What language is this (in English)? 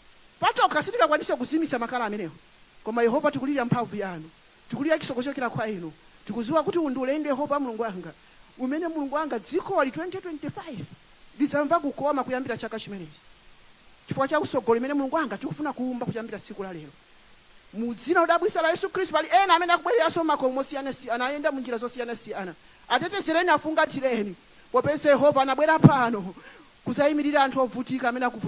Nyanja